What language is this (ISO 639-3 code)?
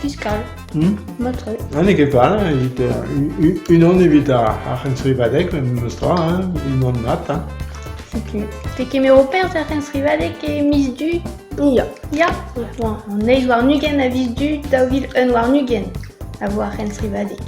bre